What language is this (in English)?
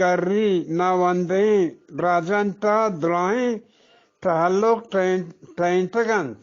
Eastern Balochi